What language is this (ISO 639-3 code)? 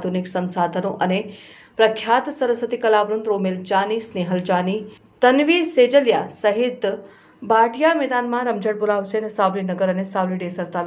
guj